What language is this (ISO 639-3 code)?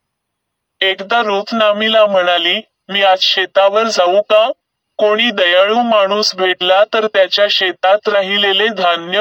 mar